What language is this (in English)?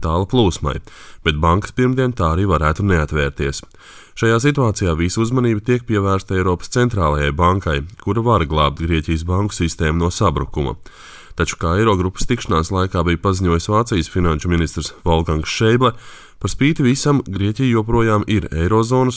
Latvian